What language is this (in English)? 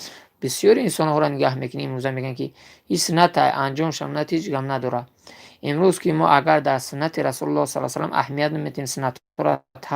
Tajik